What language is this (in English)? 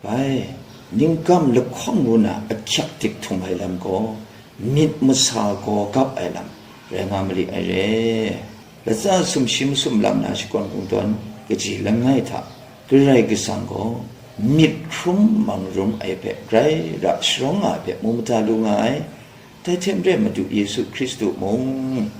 Kachin